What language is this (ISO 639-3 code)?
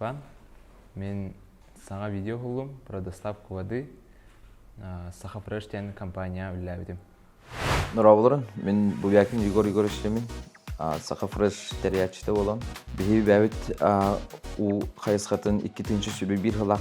sah